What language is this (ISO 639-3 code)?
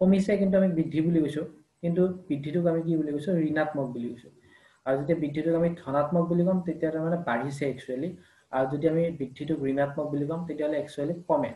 asm